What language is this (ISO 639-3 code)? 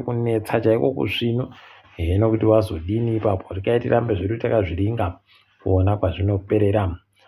ndc